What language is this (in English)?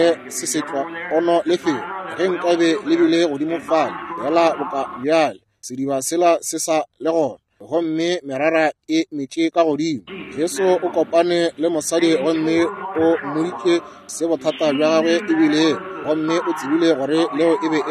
Northern Sotho